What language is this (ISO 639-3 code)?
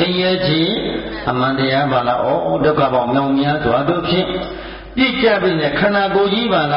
mya